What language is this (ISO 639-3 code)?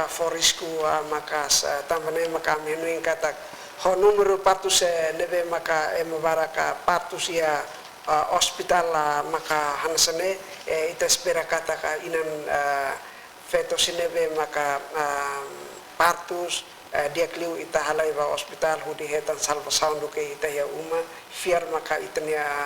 tet